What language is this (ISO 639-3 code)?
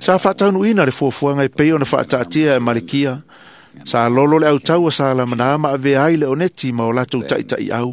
smo